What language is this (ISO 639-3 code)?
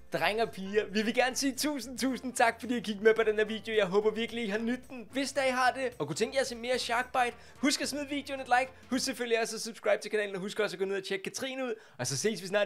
dan